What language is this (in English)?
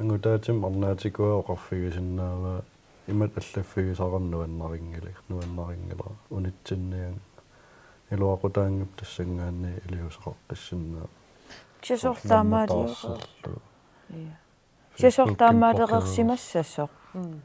Kalaallisut